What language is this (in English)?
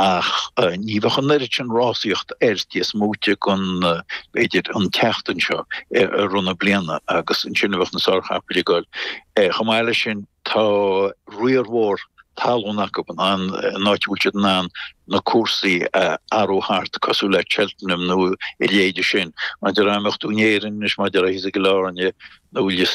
Irish